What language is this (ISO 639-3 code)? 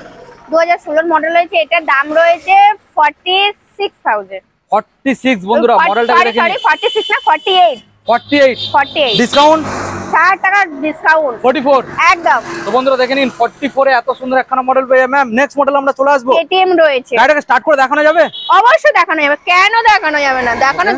ben